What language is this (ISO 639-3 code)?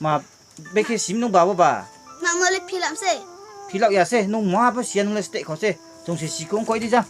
ria